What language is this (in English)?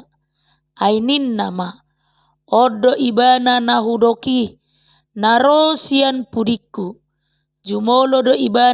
Batak Toba